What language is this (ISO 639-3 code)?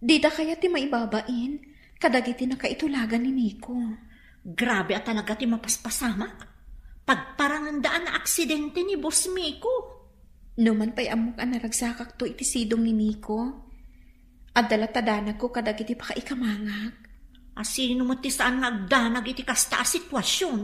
ilo